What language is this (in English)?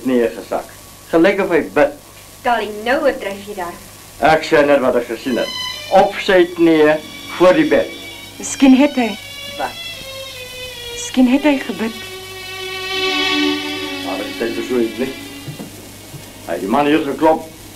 Afrikaans